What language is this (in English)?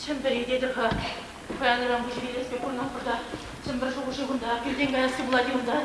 Chuvash